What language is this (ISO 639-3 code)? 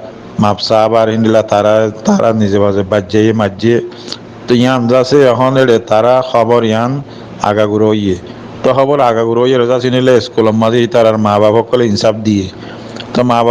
rhg